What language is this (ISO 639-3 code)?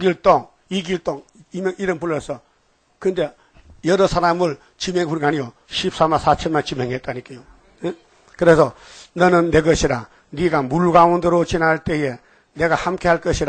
kor